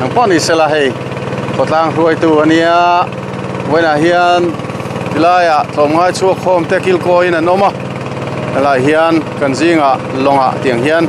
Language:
Mizo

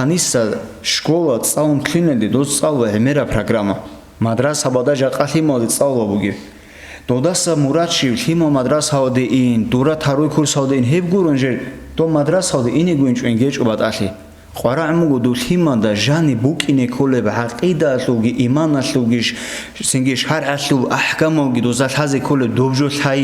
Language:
Avaric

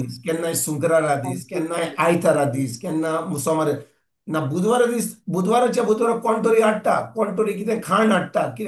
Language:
Konkani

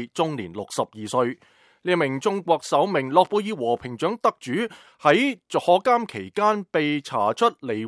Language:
Cantonese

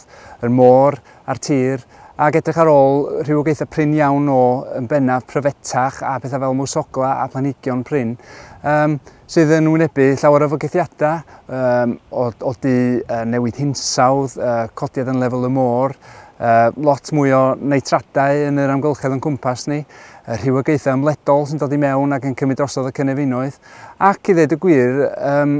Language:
Welsh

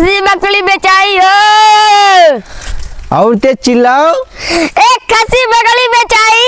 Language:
Awadhi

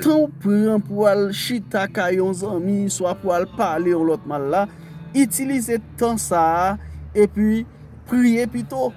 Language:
Haitian Creole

